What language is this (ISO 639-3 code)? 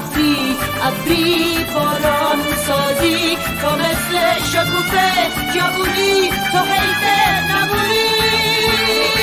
fas